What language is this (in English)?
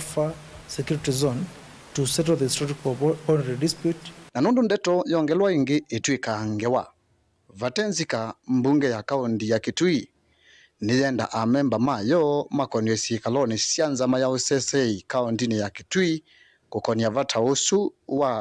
Kamba